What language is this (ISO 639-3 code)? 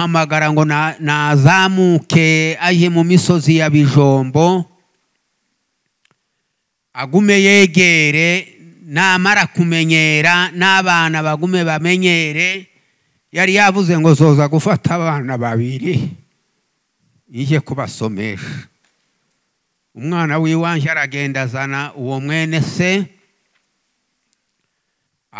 kin